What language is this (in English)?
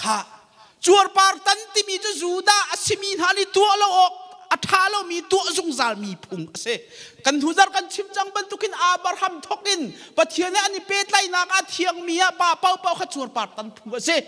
Hakha Chin